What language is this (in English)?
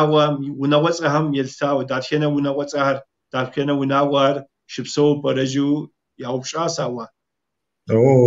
Kabardian